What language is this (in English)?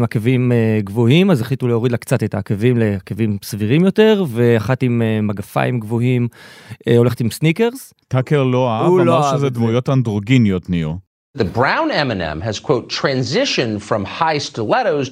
Hebrew